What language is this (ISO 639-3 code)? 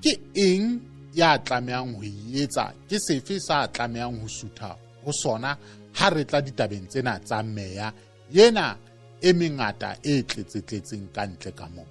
sot